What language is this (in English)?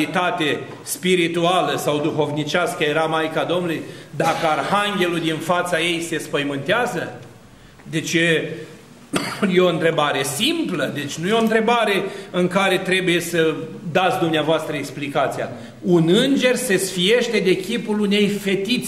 Romanian